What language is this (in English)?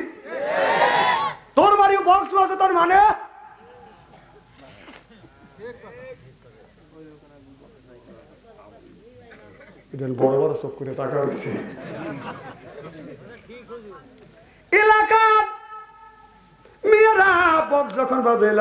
Bangla